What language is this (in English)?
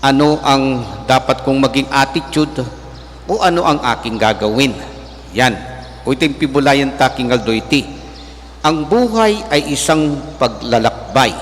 Pampanga